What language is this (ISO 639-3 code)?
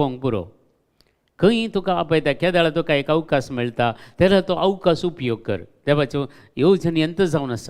kok